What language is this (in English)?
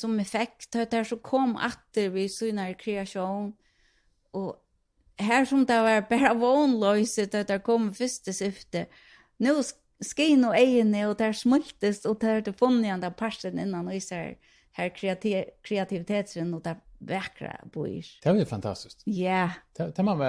Faroese